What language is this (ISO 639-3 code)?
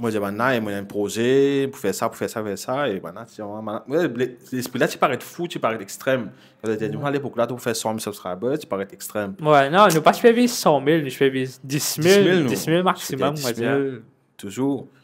mfe